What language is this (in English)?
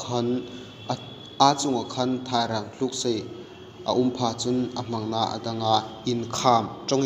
Hmar